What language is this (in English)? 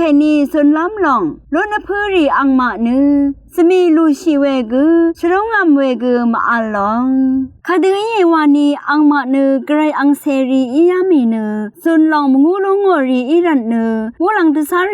Rawang